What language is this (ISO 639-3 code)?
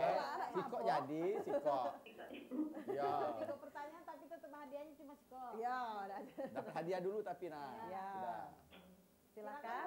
mui